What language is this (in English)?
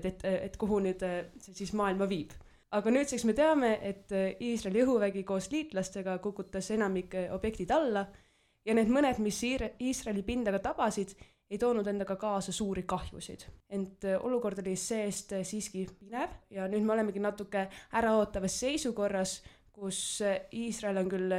Estonian